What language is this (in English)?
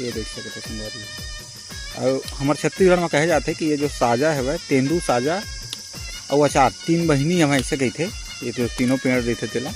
Chhattisgarhi